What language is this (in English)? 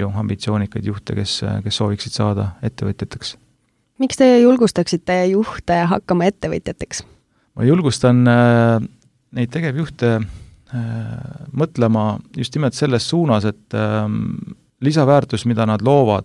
Estonian